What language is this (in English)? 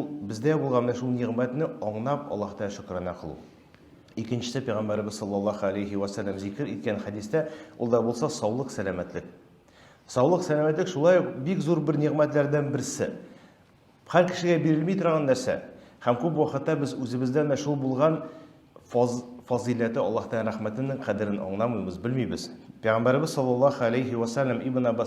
Tatar